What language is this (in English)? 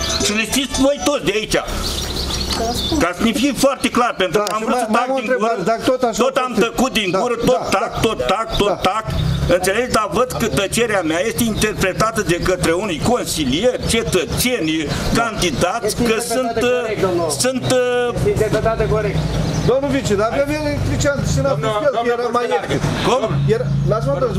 Romanian